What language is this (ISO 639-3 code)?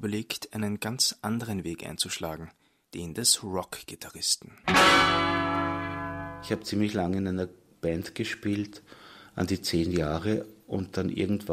deu